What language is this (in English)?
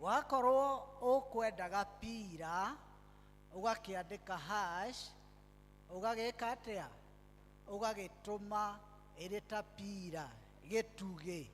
Kikuyu